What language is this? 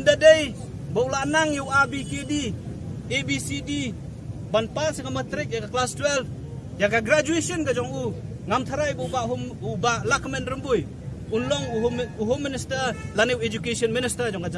Khasi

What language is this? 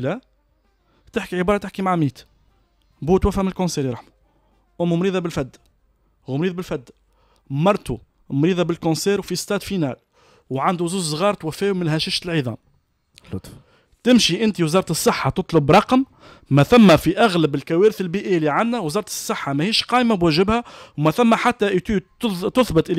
Tunisian Arabic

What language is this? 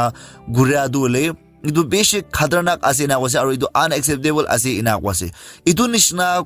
Naga Pidgin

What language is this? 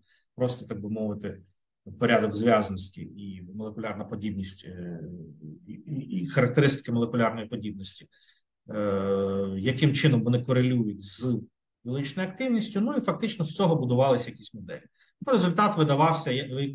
Ukrainian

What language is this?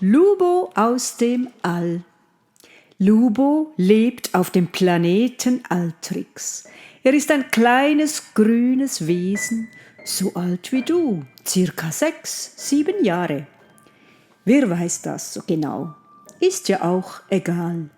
Swiss German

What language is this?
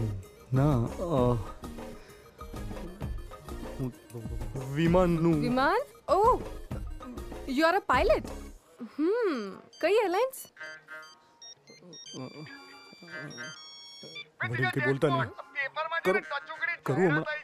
Gujarati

